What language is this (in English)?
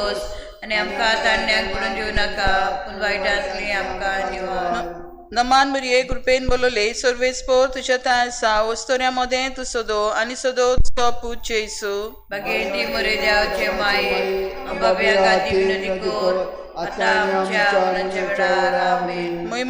Konkani